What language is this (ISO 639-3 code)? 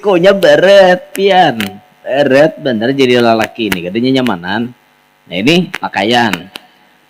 bjn